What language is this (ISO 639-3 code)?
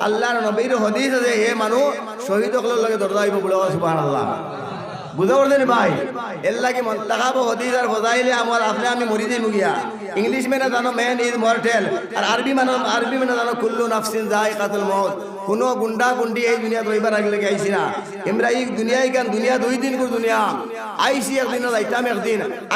syl